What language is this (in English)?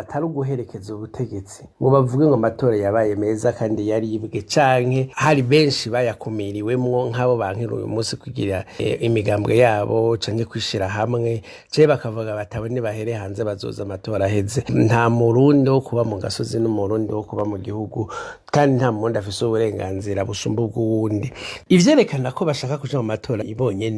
Rundi